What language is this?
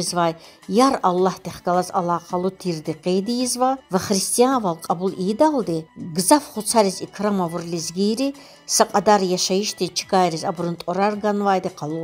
Lezghian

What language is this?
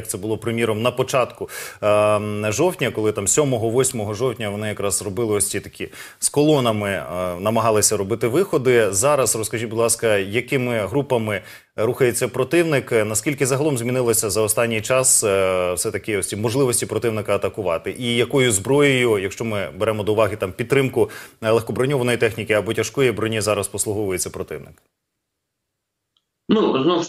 Ukrainian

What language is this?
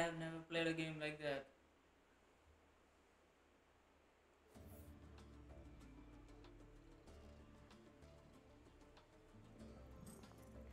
English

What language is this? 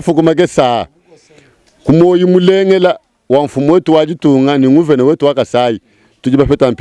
Luba-Lulua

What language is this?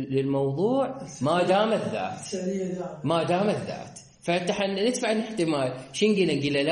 Mesopotamian Arabic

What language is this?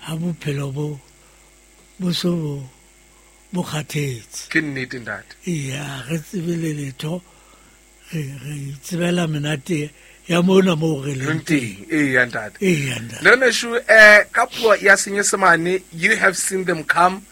Southern Sotho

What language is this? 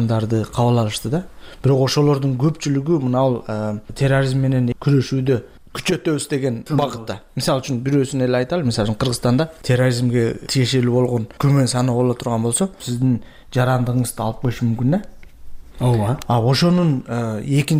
Kyrgyz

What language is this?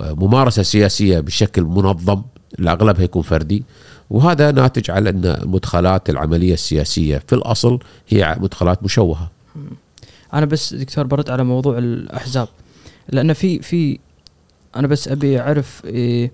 Gulf Arabic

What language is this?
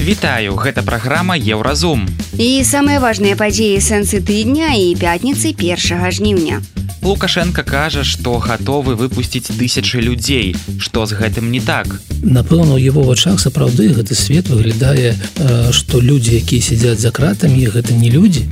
Belarusian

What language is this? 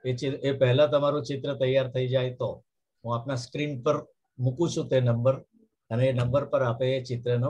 Gujarati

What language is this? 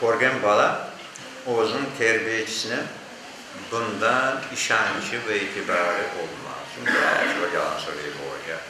Crimean Tatar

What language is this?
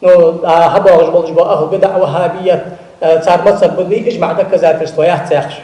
Ingush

